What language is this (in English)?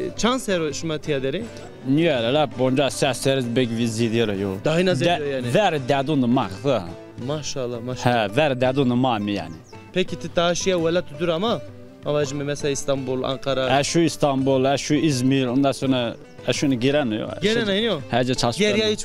Zaza